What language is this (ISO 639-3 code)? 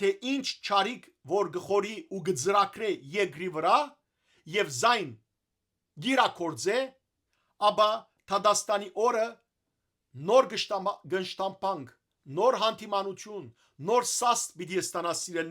hyw